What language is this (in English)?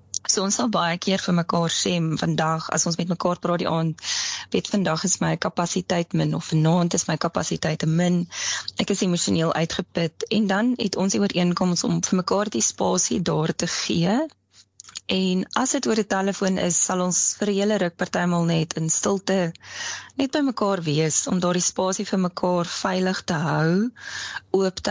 Afrikaans